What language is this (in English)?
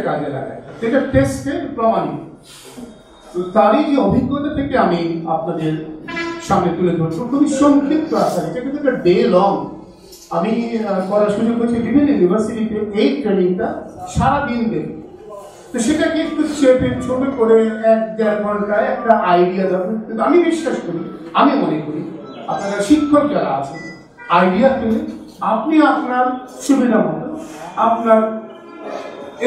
Bangla